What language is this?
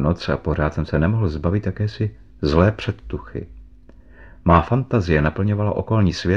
Czech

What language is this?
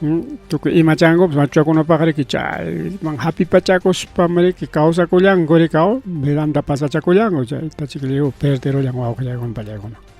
Ayacucho Quechua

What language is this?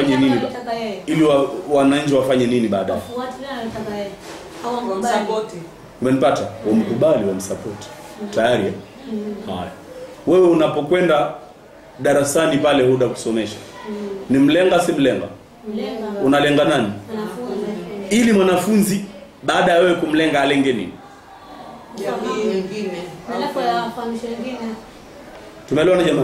Swahili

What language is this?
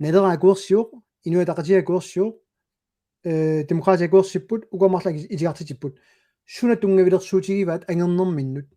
Kalaallisut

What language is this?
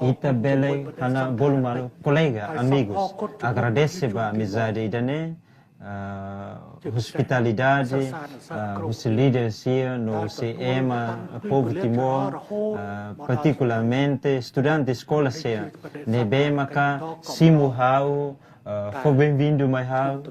Tetum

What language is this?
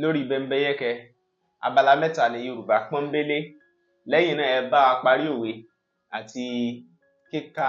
Yoruba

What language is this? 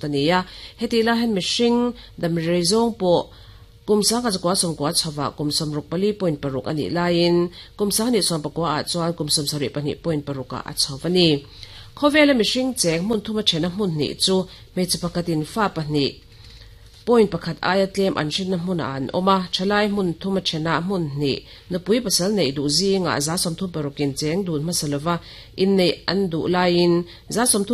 Mizo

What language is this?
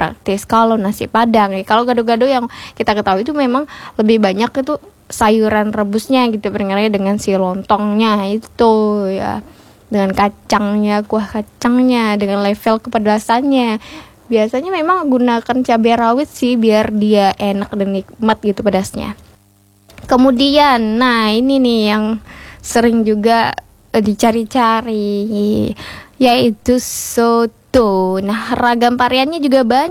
Indonesian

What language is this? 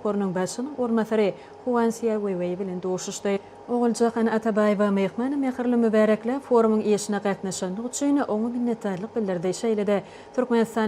Turkmen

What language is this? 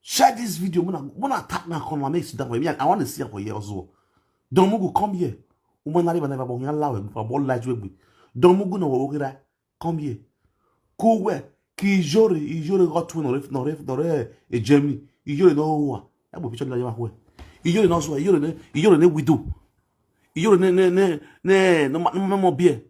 Nigerian Pidgin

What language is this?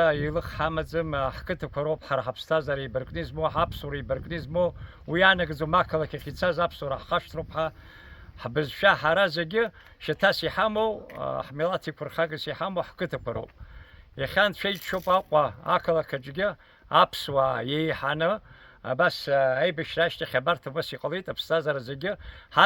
Abkhazian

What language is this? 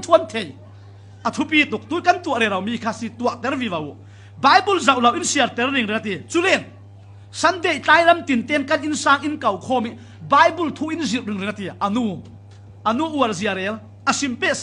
Falam Chin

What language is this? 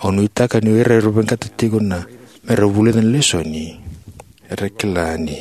Fijian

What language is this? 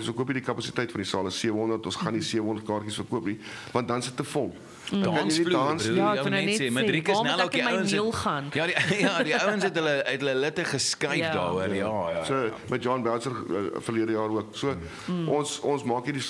Afrikaans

